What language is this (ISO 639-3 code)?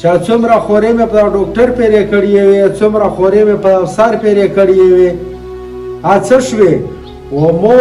pus